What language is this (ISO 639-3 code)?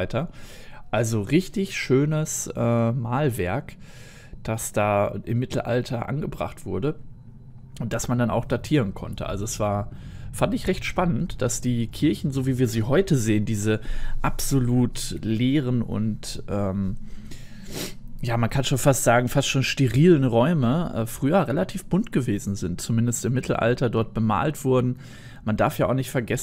deu